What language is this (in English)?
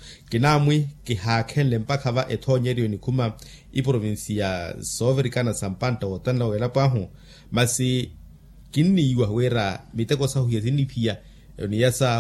Makhuwa